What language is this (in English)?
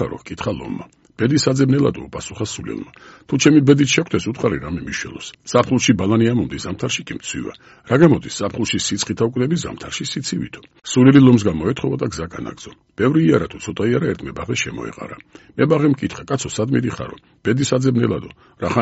Georgian